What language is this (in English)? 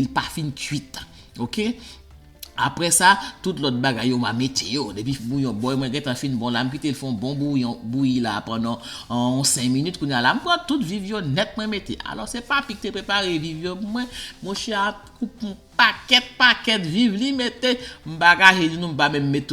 Haitian Creole